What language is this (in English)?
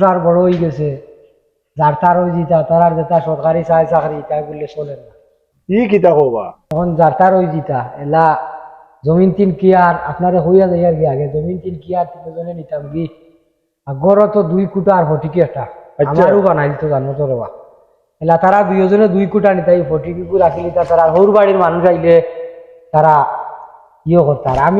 Sylheti